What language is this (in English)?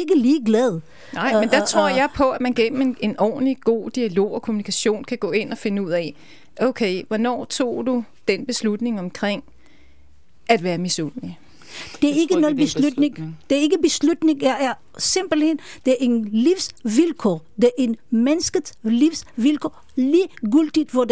Danish